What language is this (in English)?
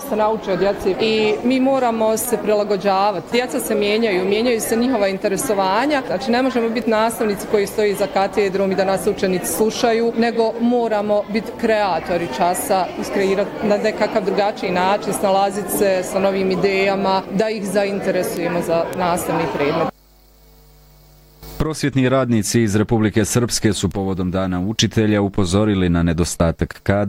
Bosnian